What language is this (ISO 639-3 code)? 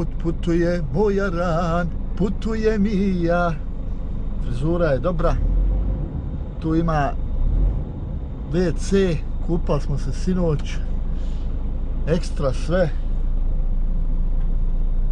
hrv